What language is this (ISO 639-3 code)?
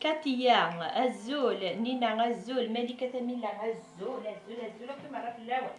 kab